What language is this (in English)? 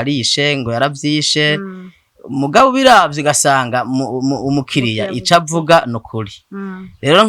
Rundi